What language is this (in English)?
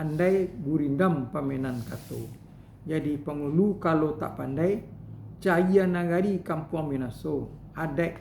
Minangkabau